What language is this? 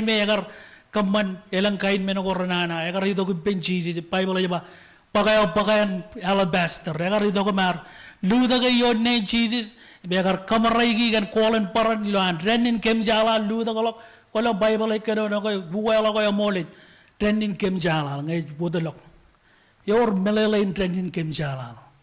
Marshallese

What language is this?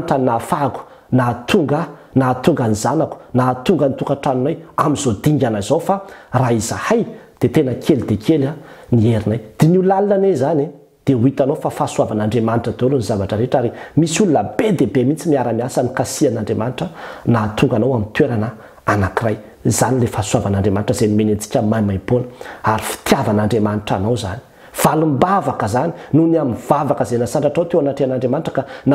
Malagasy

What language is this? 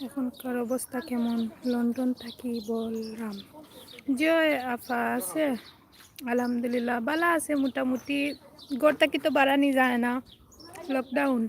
Sylheti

